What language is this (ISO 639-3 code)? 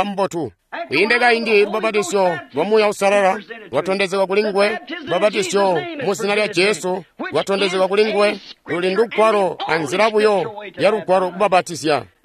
toi